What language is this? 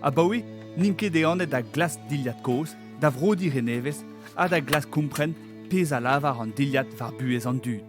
Breton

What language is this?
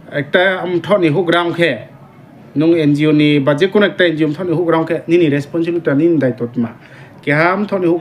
Riang (India)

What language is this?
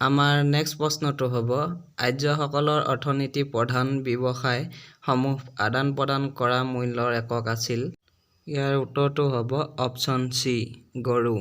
Assamese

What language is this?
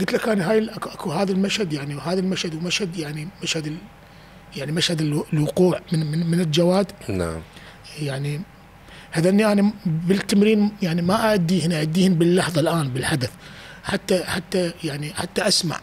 Mesopotamian Arabic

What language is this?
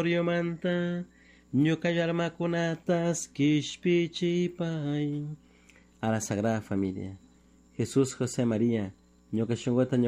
Chimborazo Highland Quichua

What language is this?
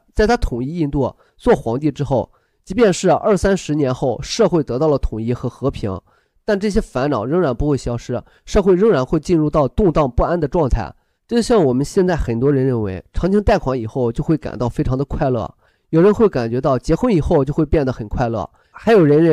Chinese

